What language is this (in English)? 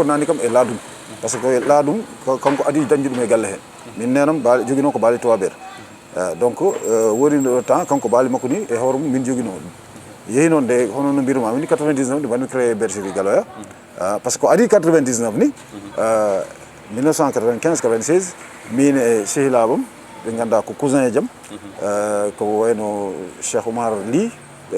Fula